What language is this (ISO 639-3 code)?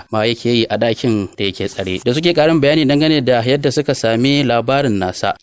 hau